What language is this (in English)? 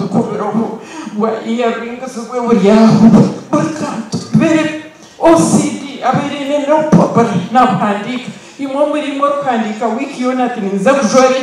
Nyankole